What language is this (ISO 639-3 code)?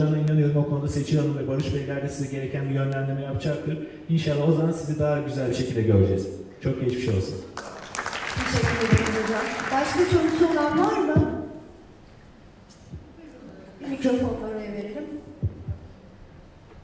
tur